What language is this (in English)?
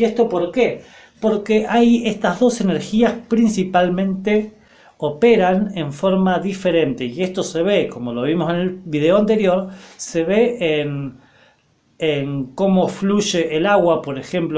Spanish